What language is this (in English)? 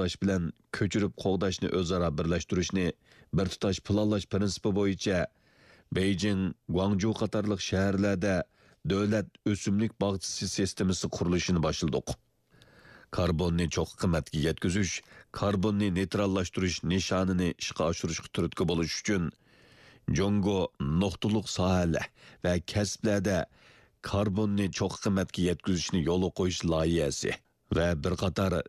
Uyghur